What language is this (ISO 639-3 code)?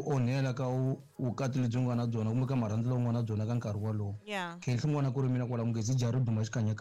tso